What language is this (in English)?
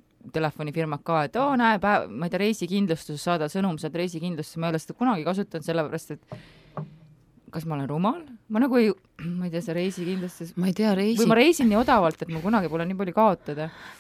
Estonian